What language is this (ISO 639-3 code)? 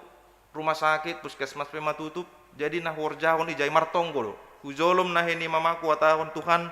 bts